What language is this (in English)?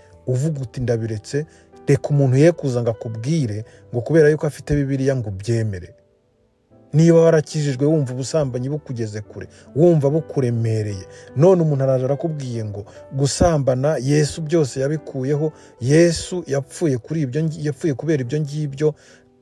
Kinyarwanda